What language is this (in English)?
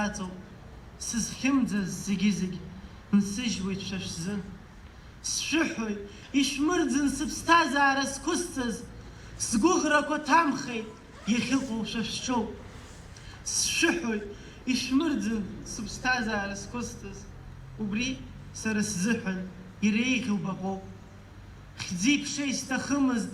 Abkhazian